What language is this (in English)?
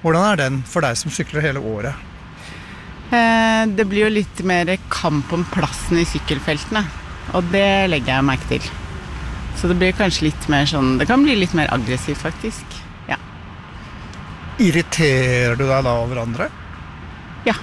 Norwegian